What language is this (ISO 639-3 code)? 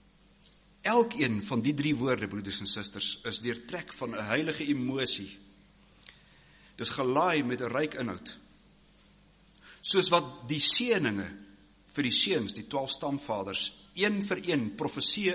afr